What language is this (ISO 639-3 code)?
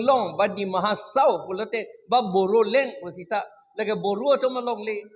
mjw